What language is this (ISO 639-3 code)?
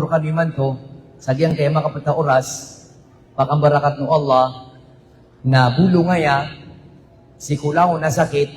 mrw